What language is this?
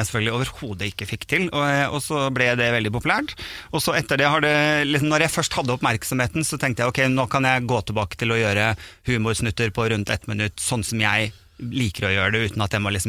Norwegian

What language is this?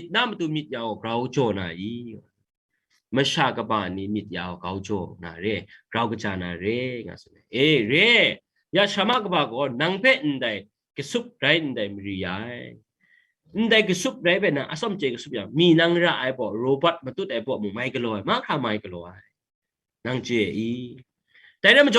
Kachin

